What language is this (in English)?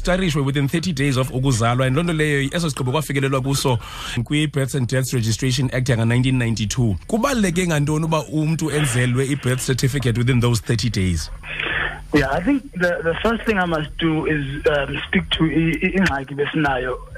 Xhosa